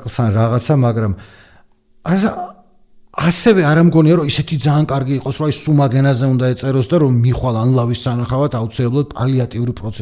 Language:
Georgian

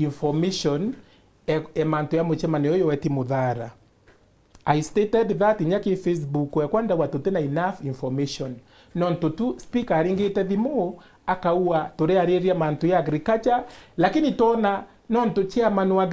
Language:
Meru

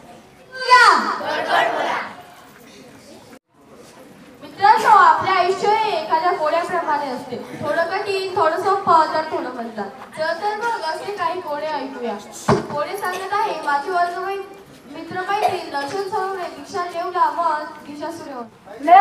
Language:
Marathi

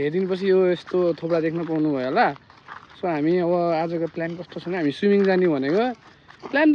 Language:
Nepali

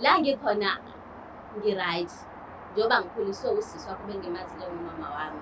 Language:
Zulu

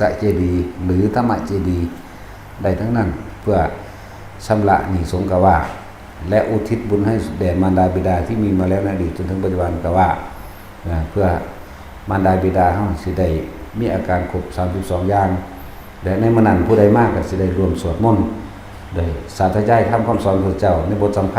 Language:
Northeastern Thai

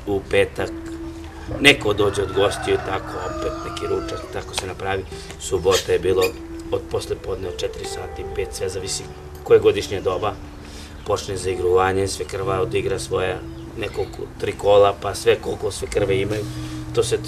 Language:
Serbian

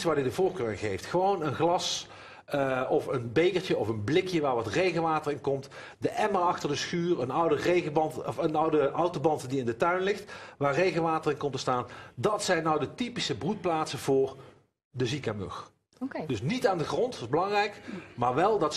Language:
Dutch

